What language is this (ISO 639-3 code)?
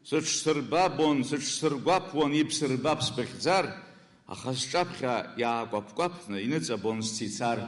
abk